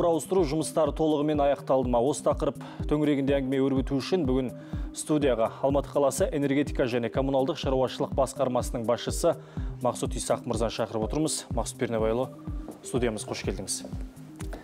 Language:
Kazakh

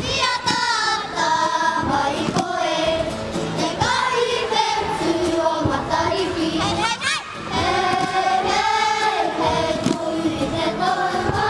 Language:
Māori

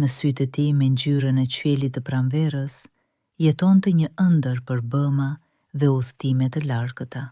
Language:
Albanian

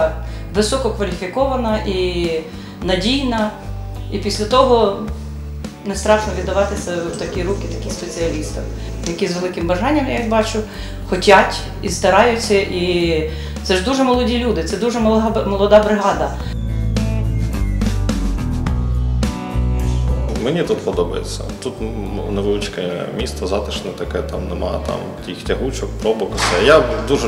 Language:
Ukrainian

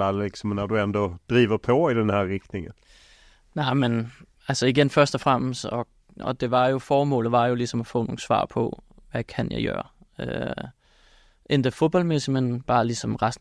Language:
Danish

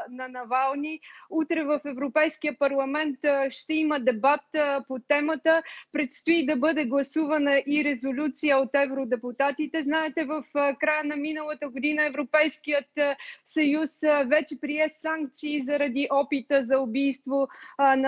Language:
Bulgarian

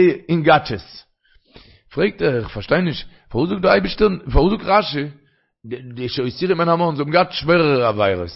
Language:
Yiddish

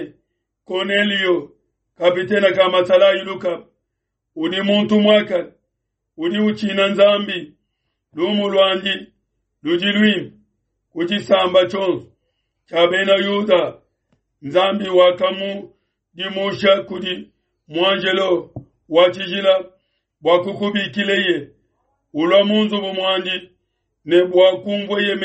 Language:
Luba-Lulua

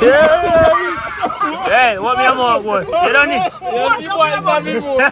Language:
Jamaican Creole English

